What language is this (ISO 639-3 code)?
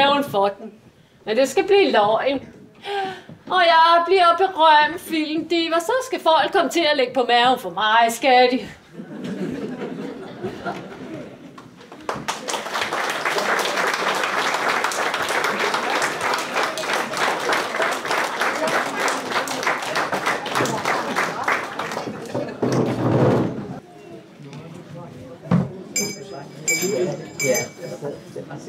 dan